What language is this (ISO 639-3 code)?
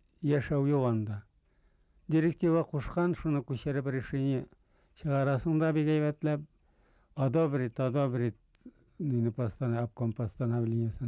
bak